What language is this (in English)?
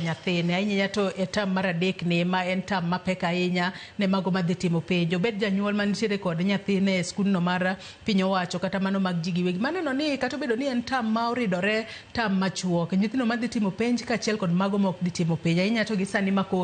Luo (Kenya and Tanzania)